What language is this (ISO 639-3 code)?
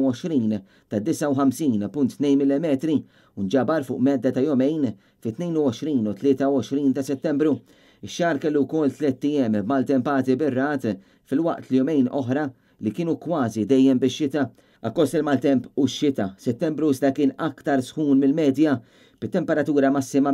mlt